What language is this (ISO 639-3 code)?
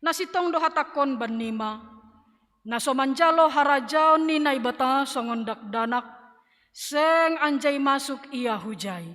bts